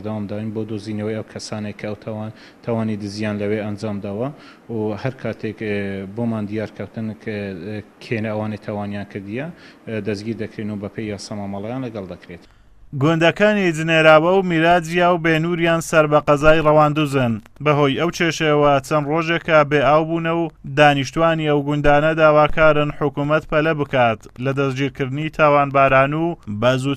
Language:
Central Kurdish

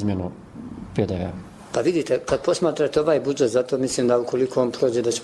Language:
Bosnian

